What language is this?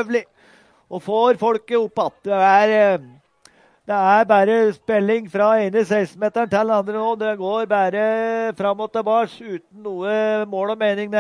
Norwegian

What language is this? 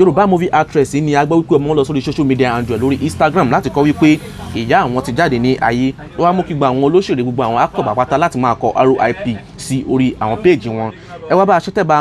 Yoruba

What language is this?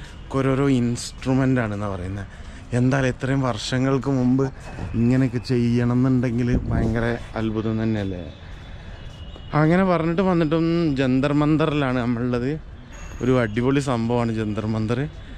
Malayalam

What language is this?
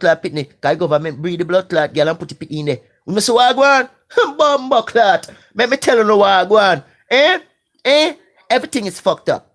Jamaican Creole English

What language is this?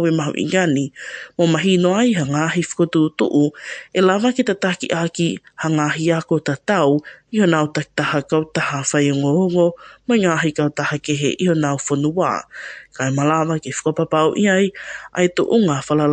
Tongan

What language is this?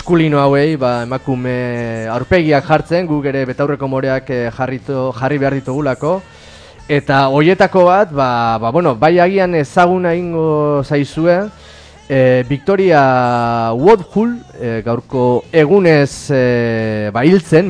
Basque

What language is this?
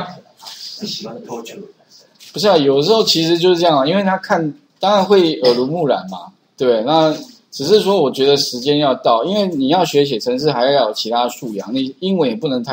Chinese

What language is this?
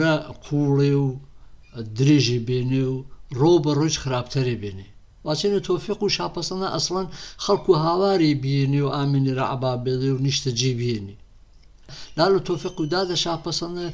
Gurani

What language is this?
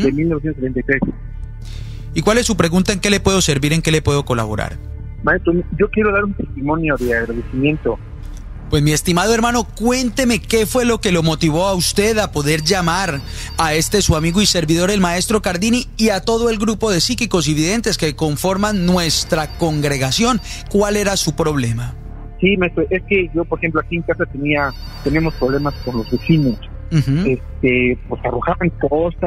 Spanish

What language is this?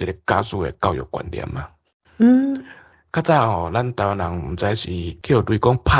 Min Nan Chinese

